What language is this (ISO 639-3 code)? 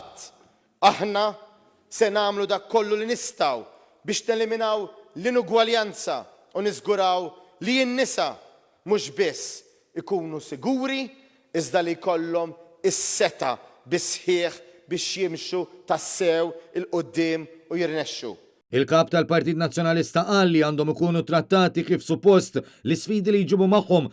mlt